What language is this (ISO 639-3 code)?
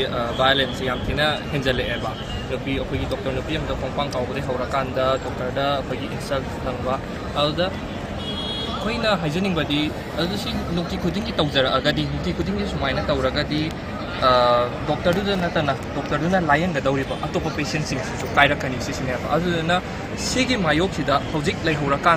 mni